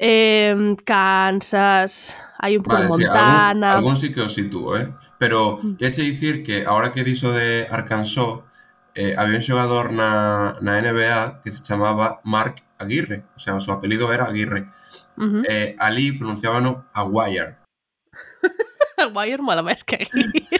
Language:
Galician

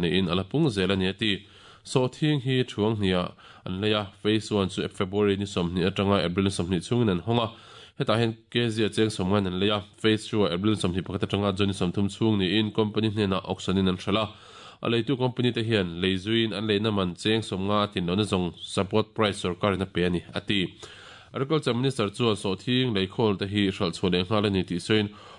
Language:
Mizo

